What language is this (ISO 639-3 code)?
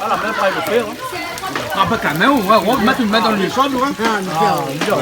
rcf